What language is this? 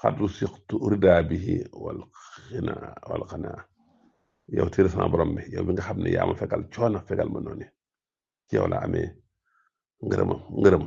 Wolof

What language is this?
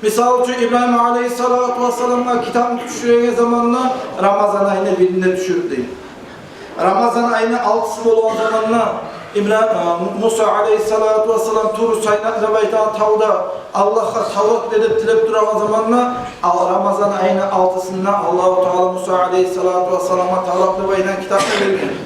Kumyk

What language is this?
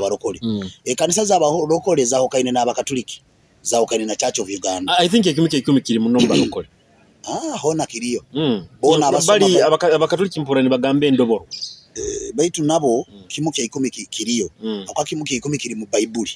Nyoro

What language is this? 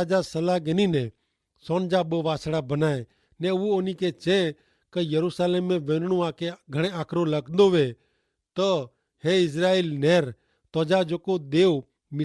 Kachhi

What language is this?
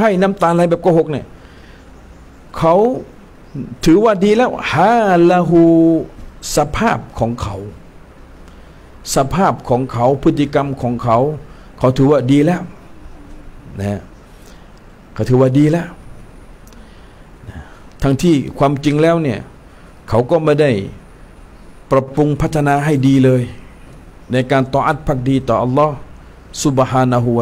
Thai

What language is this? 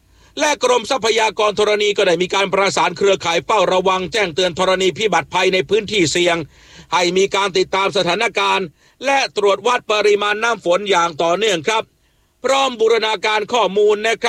Thai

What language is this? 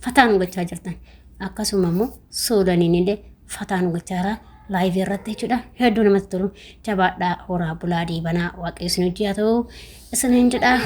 Oromo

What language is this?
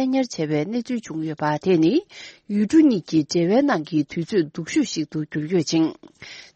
Tibetan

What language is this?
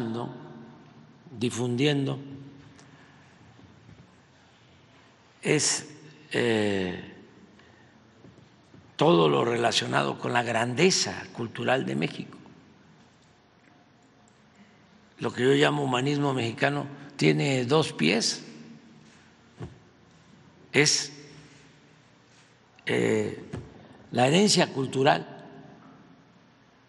Spanish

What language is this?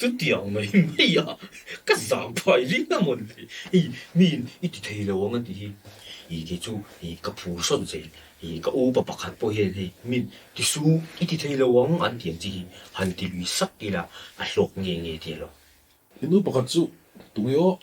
Mizo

